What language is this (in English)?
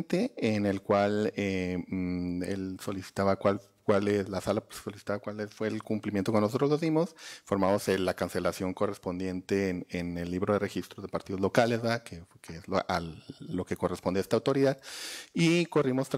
Spanish